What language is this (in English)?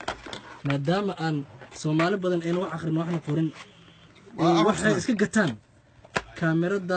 Somali